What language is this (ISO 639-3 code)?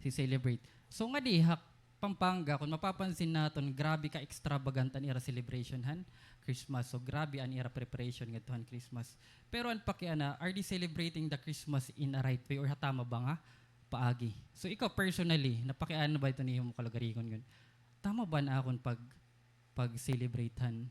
war